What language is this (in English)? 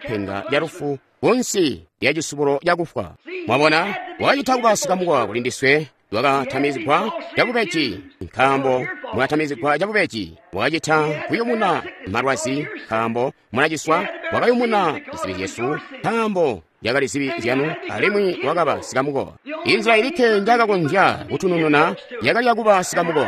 Tonga (Zambia)